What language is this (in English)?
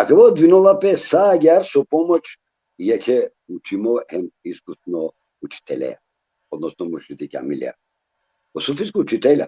Balkan Romani